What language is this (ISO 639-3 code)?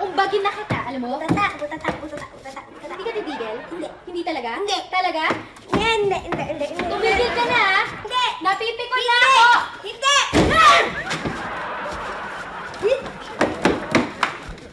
fil